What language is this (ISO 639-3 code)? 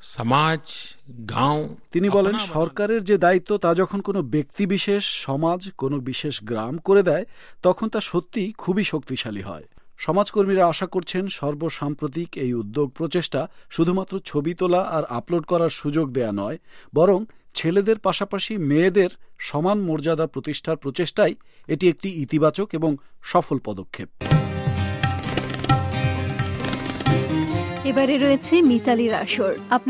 ben